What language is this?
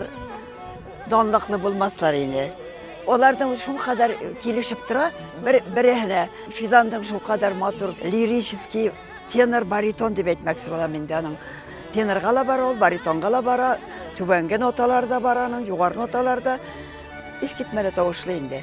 Bashkir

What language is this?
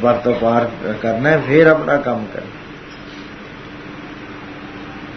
Punjabi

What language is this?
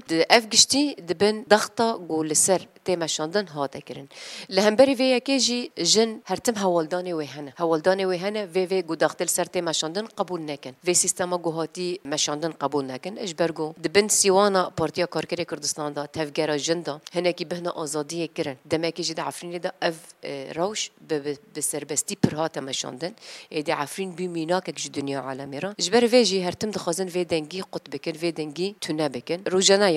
Kurdish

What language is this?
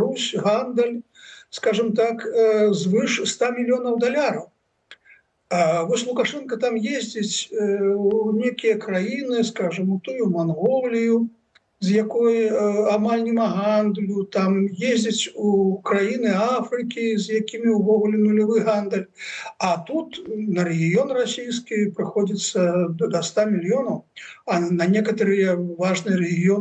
Belarusian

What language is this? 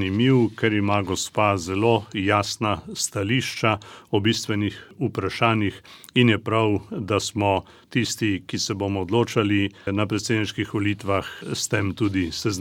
Slovenian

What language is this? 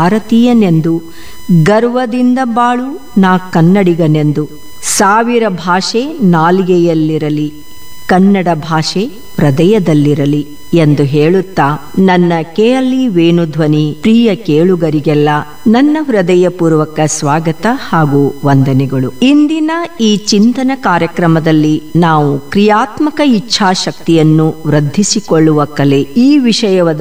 Kannada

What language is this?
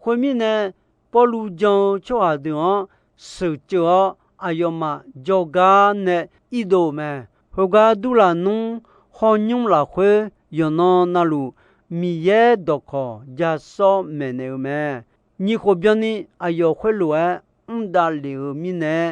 Akha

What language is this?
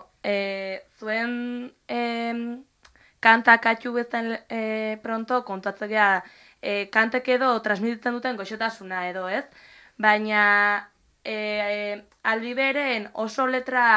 Basque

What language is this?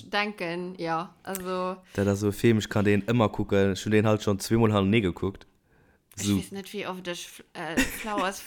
Luxembourgish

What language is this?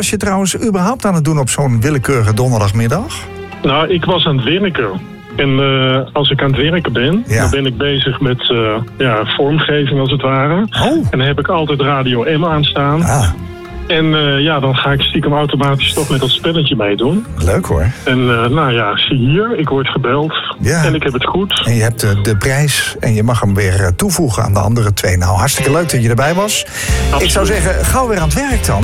Dutch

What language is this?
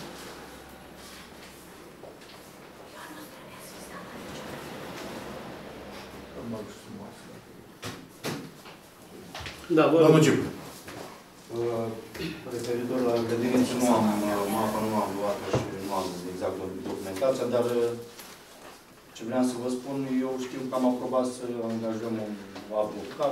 Romanian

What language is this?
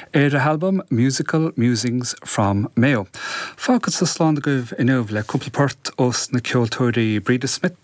Irish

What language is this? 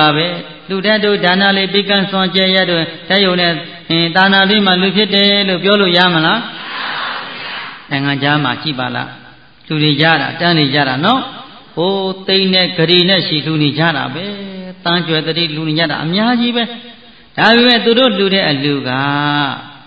Burmese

